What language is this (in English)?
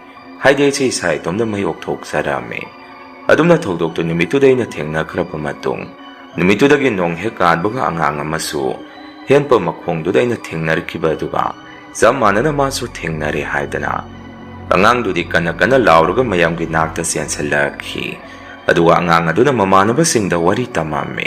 Manipuri